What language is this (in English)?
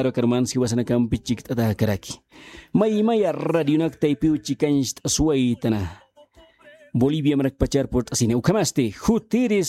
Aymara